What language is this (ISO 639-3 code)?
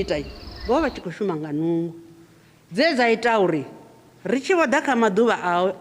ven